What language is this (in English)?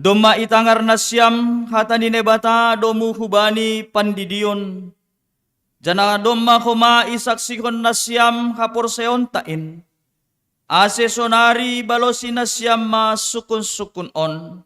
Batak Simalungun